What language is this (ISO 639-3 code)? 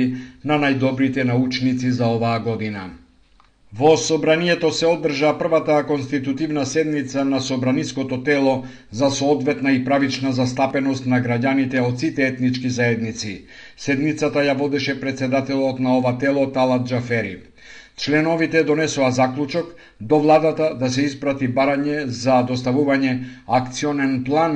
mkd